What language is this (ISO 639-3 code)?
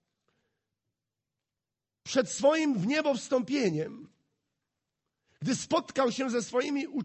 pol